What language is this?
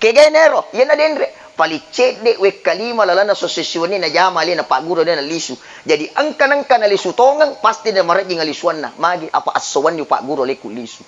Buginese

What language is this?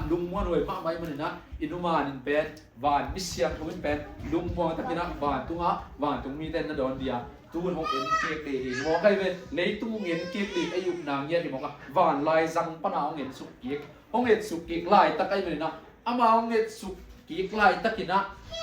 Tedim Chin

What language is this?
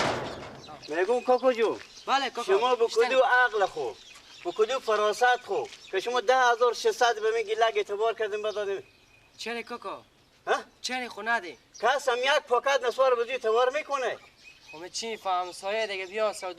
Persian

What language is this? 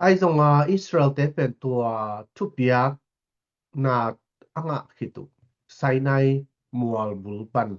Tedim Chin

